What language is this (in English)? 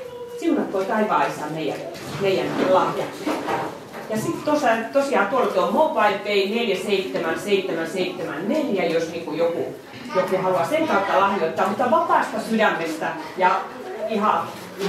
Finnish